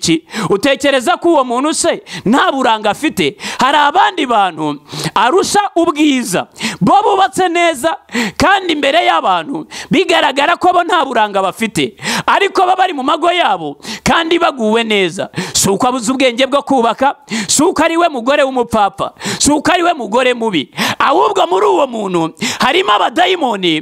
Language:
Kinyarwanda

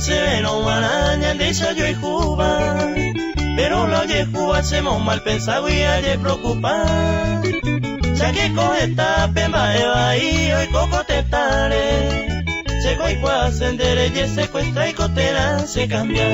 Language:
Guarani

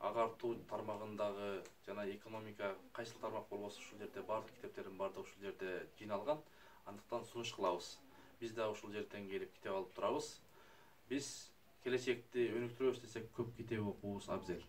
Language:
Kyrgyz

